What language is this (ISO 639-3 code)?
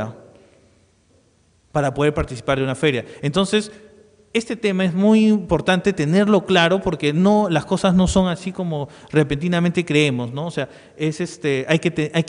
spa